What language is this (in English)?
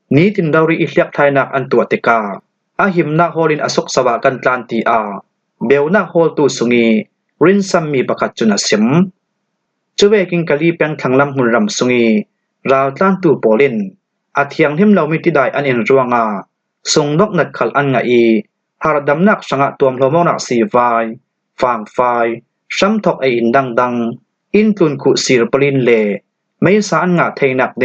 Falam Chin